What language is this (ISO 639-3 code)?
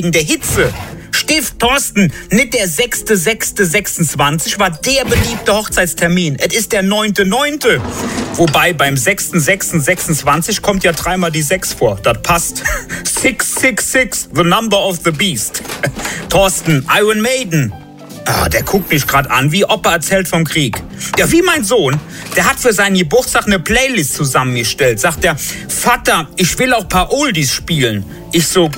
deu